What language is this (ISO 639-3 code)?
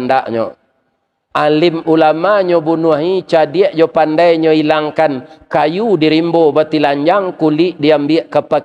min